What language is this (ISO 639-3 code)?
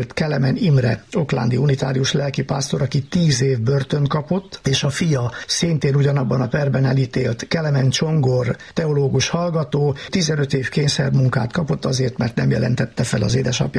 hun